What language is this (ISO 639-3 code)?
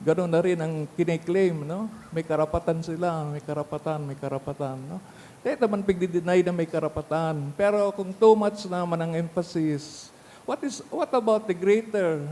bik